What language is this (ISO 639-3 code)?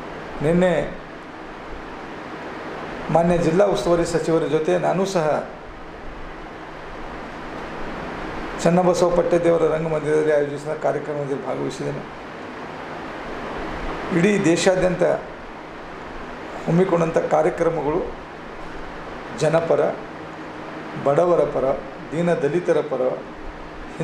kan